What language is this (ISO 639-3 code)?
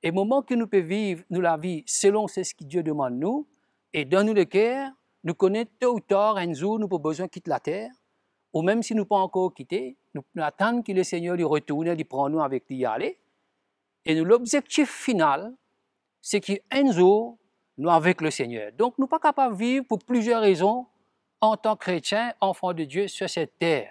mfe